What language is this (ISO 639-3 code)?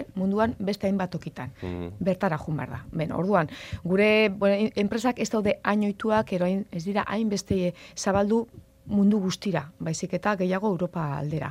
eus